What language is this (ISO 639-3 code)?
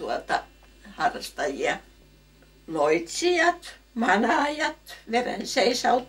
fin